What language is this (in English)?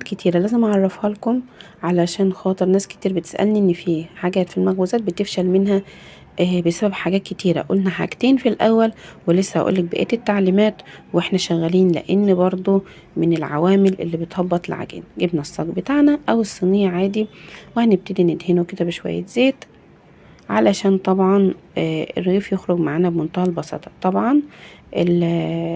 Egyptian Arabic